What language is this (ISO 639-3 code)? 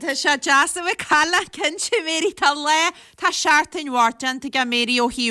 gle